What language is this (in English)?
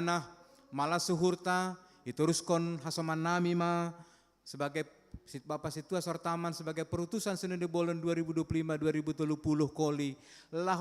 Batak Simalungun